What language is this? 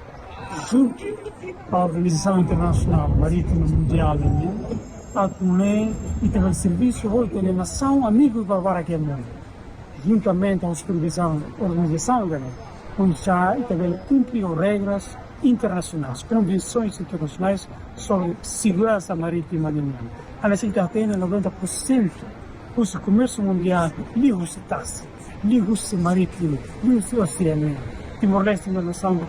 Tetum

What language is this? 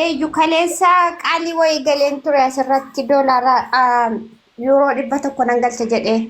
Oromo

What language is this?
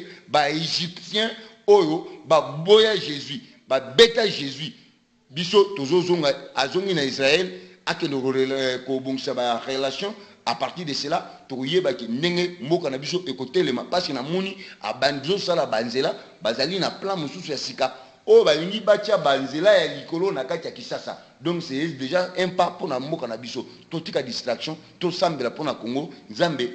Lingala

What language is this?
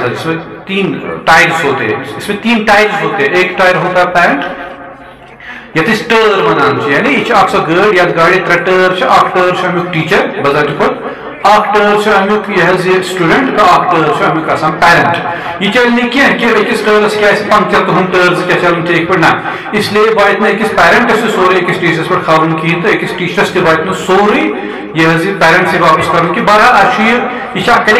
Kashmiri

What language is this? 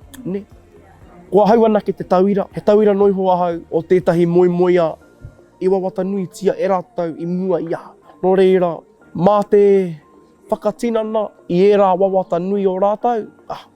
Māori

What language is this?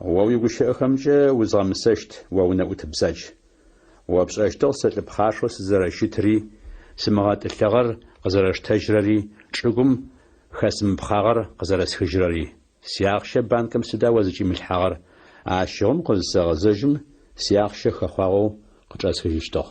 Adyghe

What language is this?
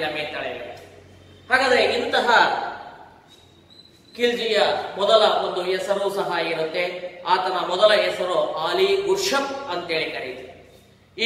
Kannada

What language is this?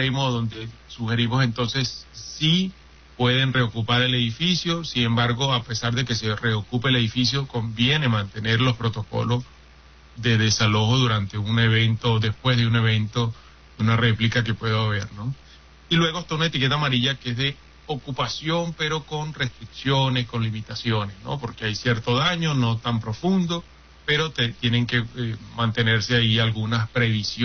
Spanish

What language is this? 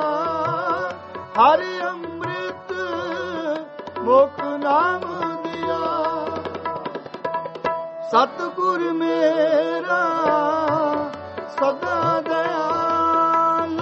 Punjabi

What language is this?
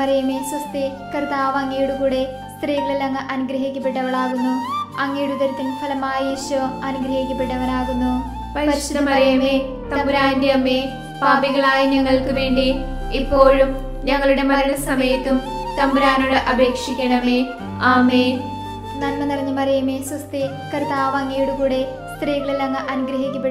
Malayalam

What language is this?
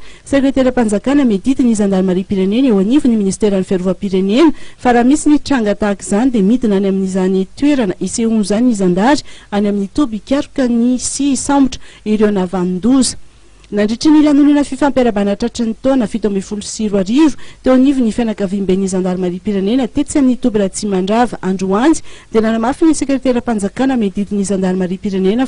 Malagasy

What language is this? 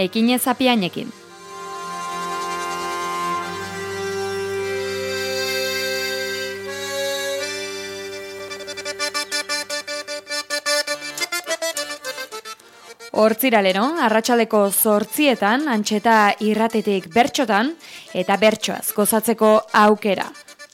Basque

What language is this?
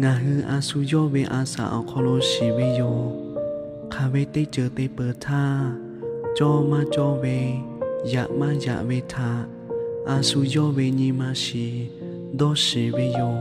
Lahu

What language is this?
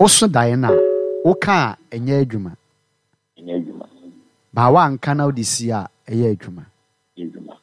Akan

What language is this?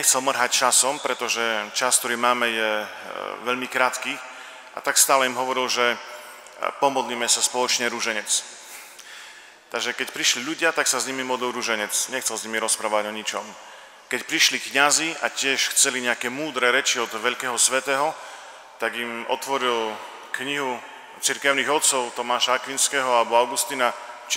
Slovak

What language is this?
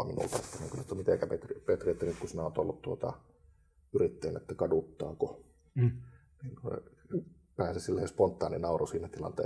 Finnish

